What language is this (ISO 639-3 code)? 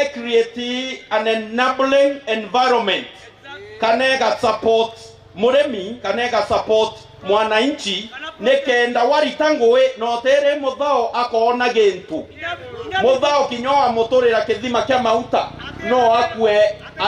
mer